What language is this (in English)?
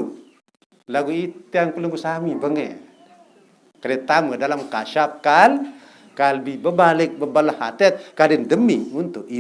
Sasak